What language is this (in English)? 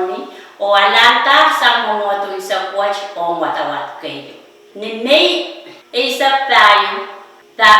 Pohnpeian